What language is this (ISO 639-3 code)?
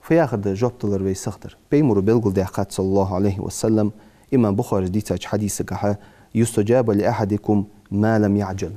inh